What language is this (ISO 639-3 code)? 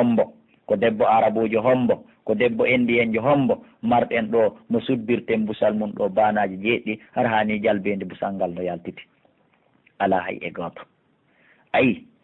fuf